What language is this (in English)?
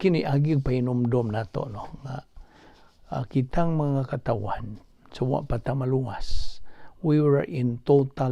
Cebuano